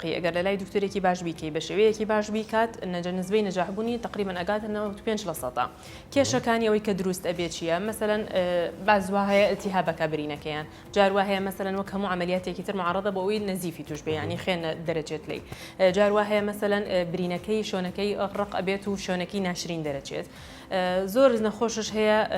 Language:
Central Kurdish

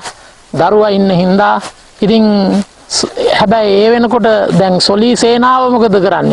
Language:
Sinhala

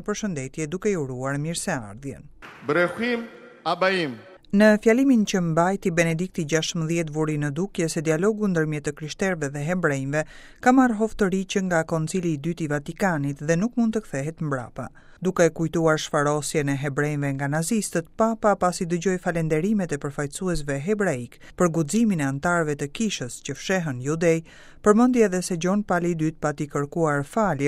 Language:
Albanian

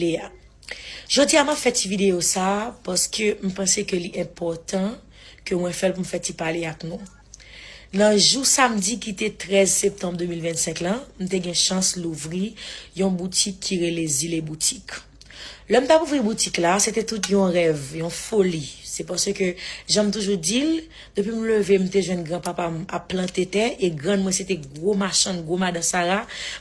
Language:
Haitian Creole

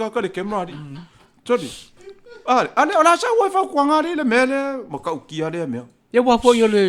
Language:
Samoan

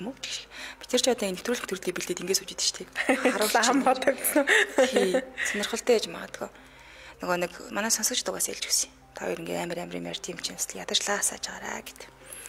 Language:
Mongolian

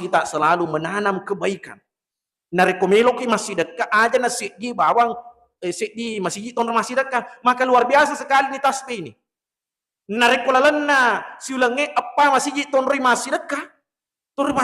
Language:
Buginese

